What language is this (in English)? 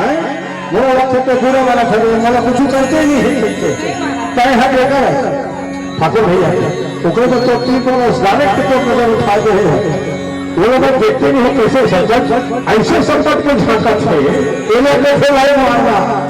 Chhattisgarhi